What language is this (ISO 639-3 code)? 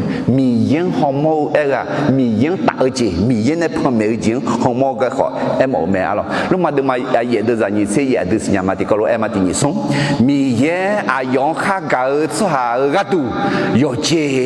ahk